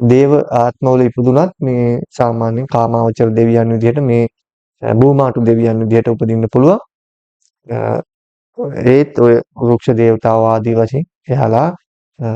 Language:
Sinhala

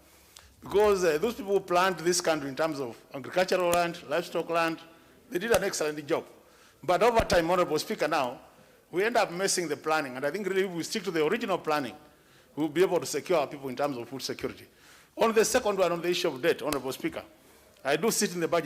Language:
Kamba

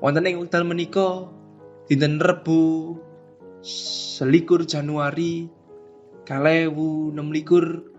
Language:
Javanese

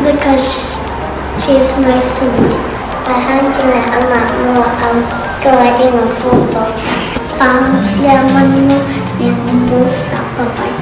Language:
Tedim Chin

